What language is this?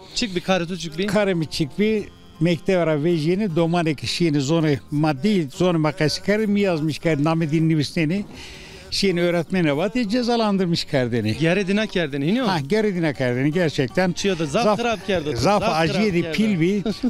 Zaza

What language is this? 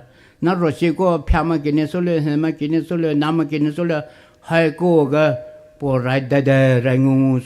Poumei Naga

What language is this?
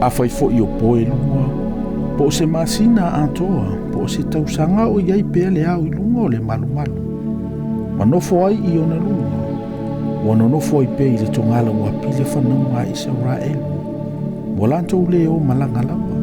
Samoan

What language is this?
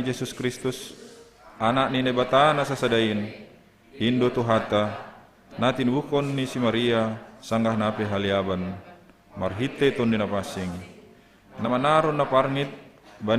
Batak Simalungun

